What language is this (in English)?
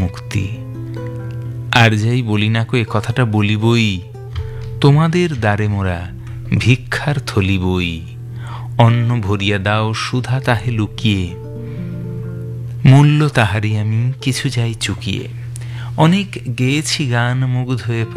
Bangla